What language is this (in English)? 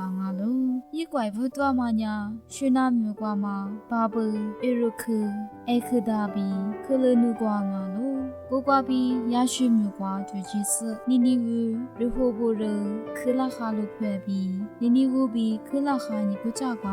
Lisu